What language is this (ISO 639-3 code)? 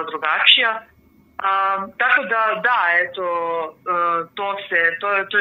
srp